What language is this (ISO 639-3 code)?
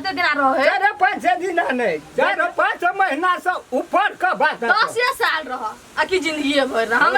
mai